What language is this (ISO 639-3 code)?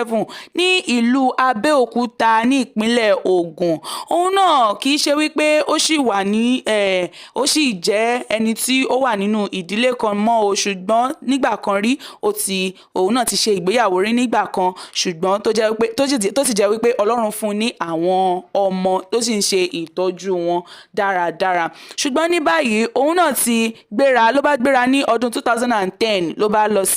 yor